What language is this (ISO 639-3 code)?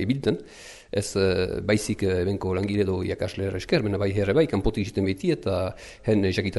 eus